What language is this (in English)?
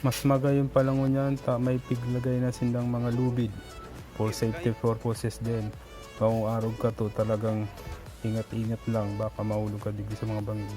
Bikol